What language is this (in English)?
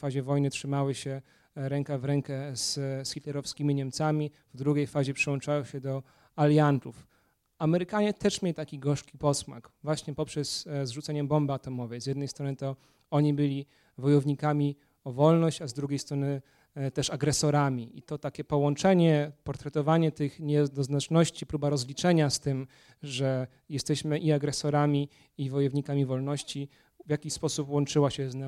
Polish